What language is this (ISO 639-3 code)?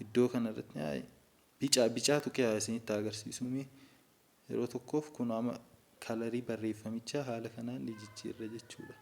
orm